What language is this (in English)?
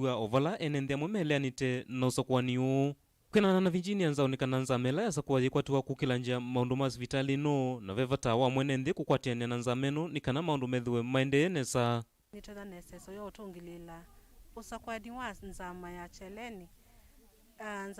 Kamba